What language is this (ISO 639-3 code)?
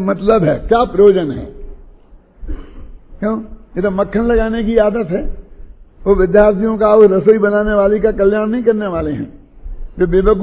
hin